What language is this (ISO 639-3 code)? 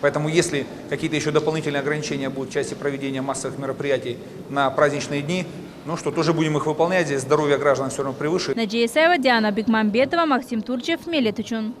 crh